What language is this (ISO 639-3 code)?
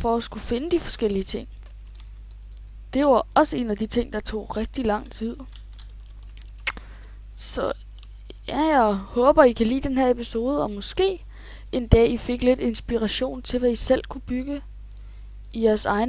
dan